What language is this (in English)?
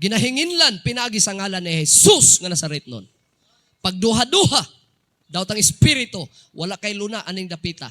Cebuano